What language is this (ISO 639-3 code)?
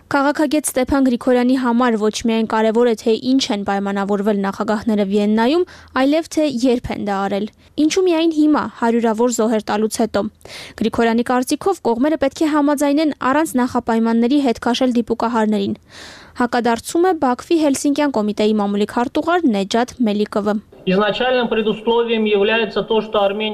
hye